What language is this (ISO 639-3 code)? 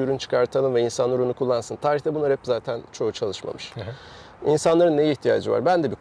tur